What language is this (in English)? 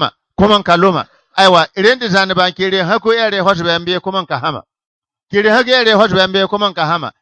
Bissa